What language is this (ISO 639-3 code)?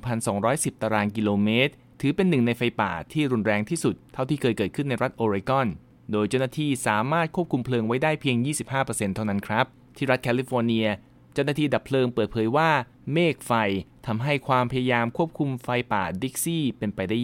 tha